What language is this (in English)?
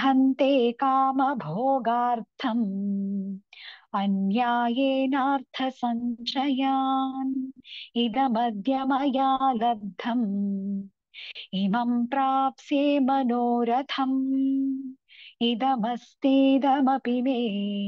Sanskrit